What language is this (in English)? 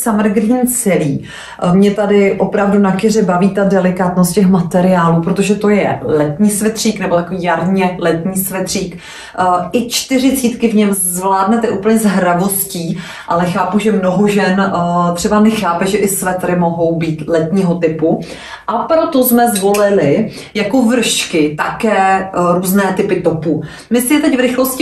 Czech